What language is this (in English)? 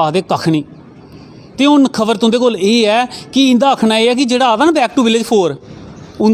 Dogri